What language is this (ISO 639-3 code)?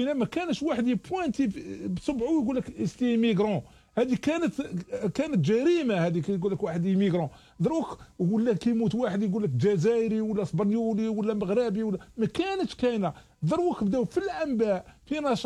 arq